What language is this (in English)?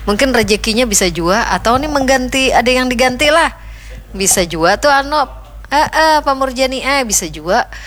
Banjar